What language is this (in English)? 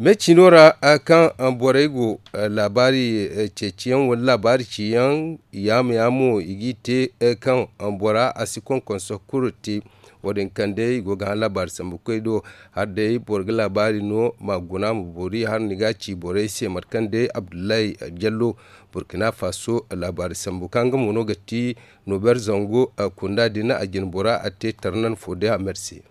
Zarma